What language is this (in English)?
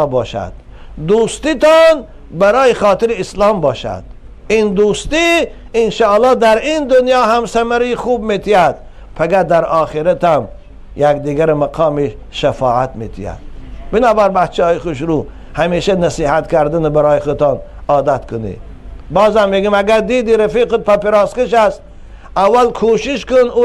Tajik